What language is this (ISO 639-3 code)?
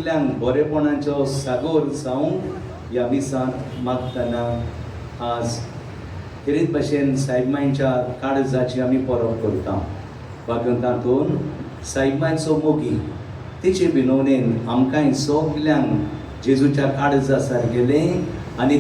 kok